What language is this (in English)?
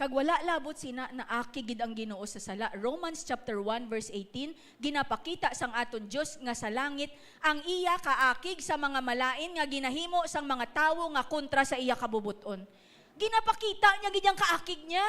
Hiligaynon